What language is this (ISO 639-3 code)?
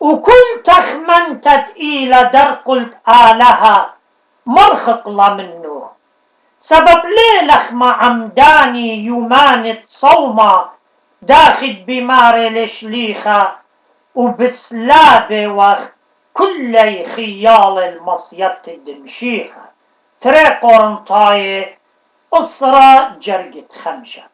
aii